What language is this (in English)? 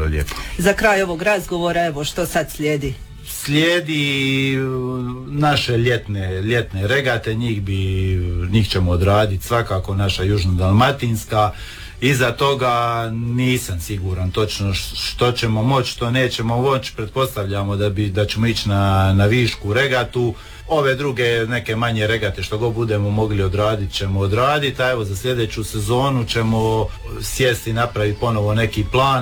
Croatian